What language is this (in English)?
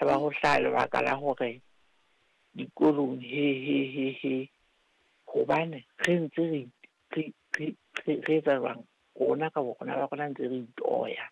Southern Sotho